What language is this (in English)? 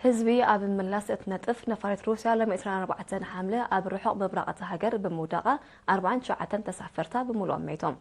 Tigrinya